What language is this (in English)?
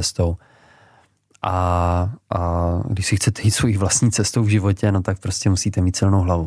Czech